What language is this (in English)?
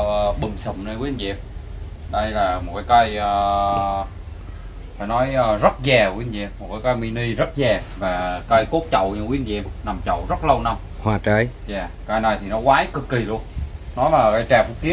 Vietnamese